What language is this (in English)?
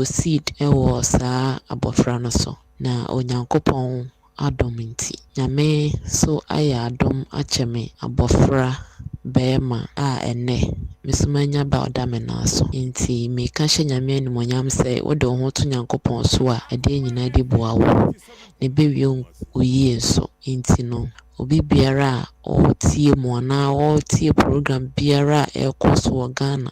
Akan